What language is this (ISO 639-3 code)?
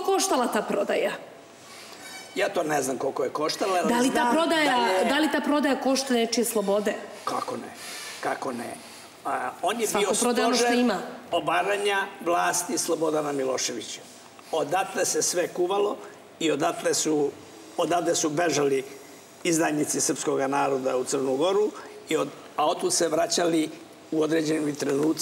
srp